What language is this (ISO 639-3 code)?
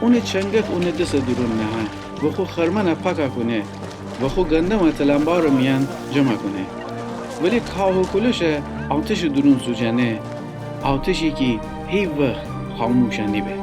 glk